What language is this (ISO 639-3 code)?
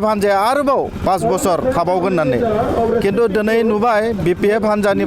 brx